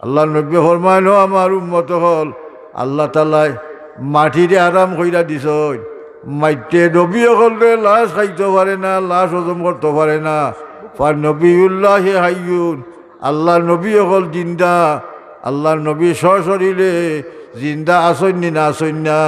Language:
Sylheti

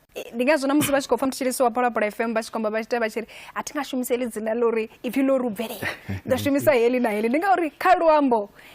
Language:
Venda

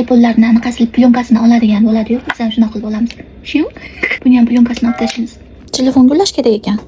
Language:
Uzbek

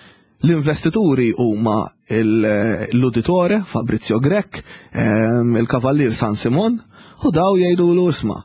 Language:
Maltese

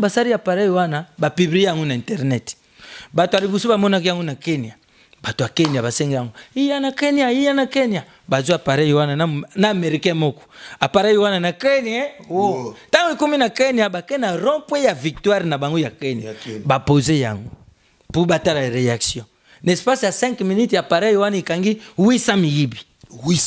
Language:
Lingala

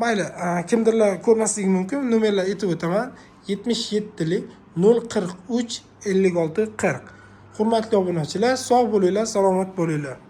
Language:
Uzbek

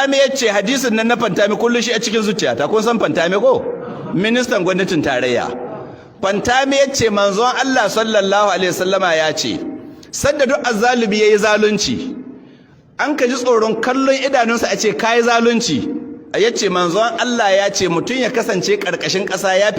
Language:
Hausa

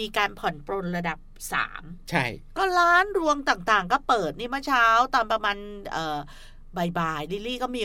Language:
Thai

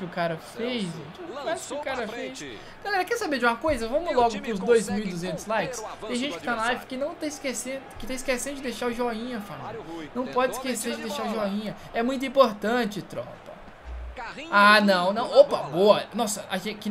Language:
Portuguese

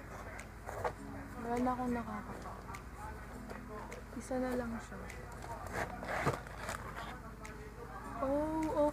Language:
Filipino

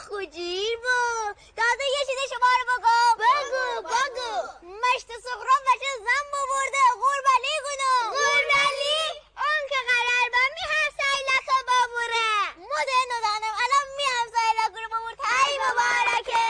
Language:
Gilaki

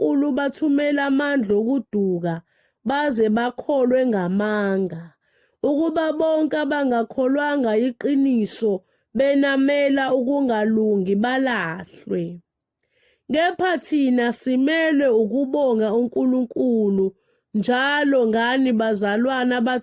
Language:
Zulu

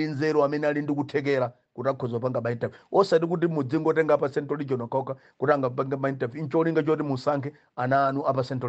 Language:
Nyanja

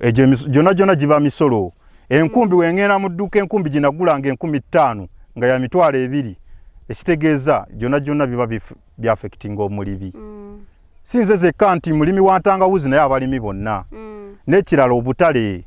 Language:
Ganda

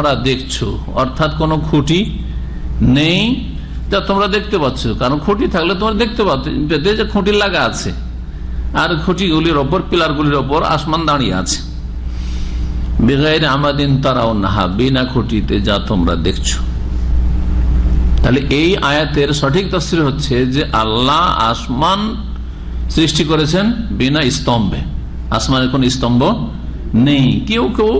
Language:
Bangla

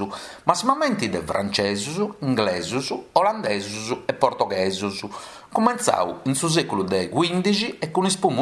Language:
Sardinian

